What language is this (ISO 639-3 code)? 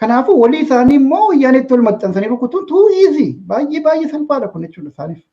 orm